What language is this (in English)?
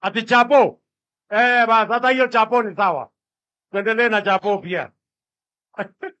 Swahili